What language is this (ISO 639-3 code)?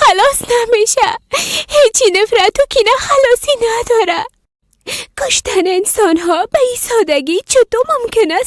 fas